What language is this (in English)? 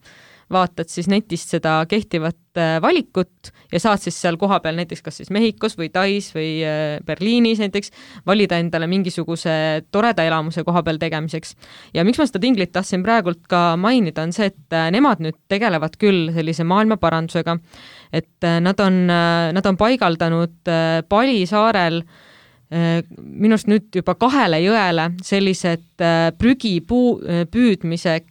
Estonian